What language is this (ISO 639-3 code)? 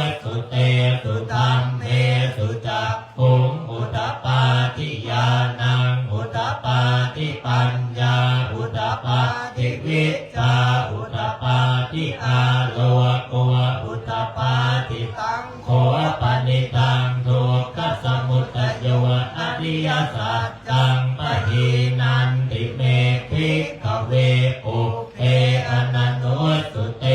pli